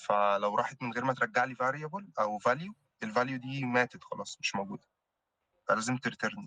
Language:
Egyptian Arabic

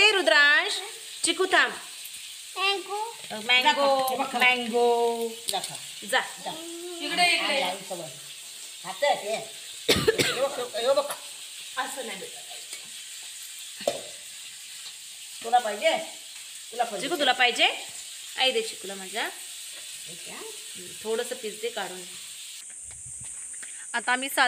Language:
Marathi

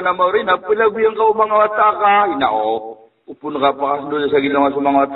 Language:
Maranao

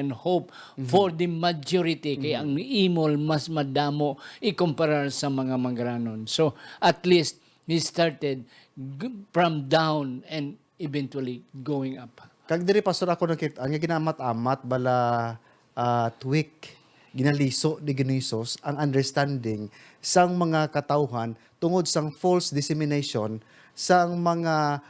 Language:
Hiligaynon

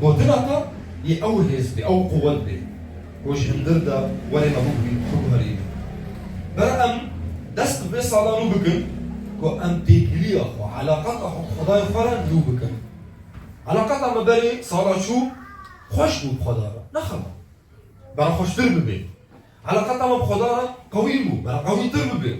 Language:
Kurdish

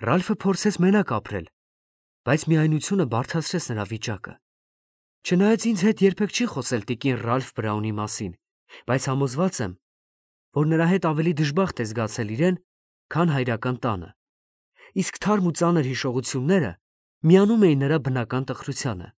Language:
Armenian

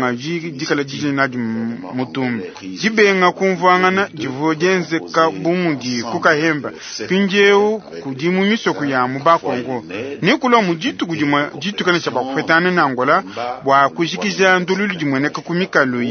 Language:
Luba-Lulua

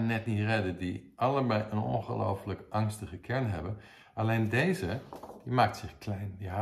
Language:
Dutch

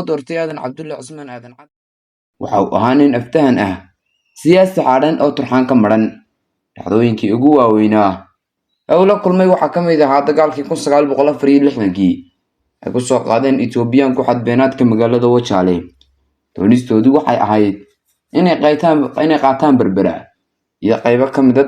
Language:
Somali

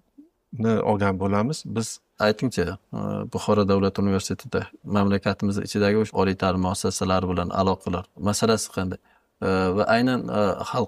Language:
Uzbek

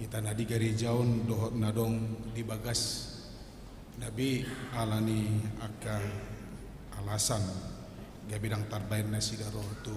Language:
Batak Toba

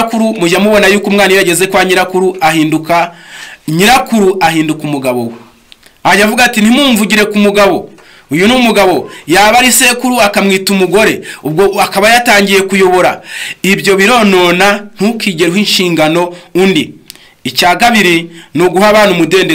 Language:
Kinyarwanda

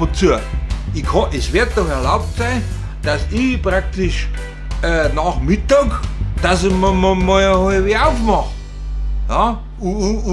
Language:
Bavarian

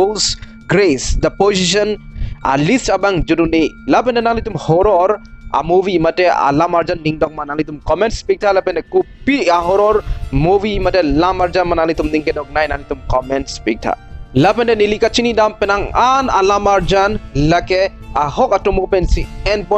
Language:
Karbi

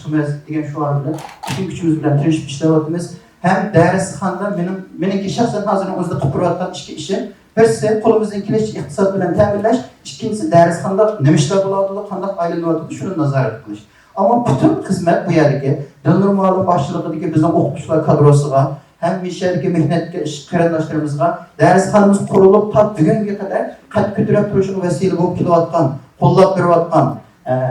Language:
Uyghur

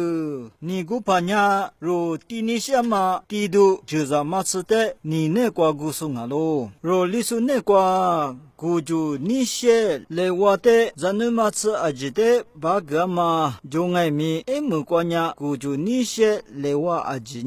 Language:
Lisu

